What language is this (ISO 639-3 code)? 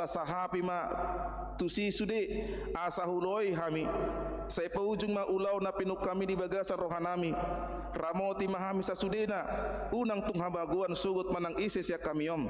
bbc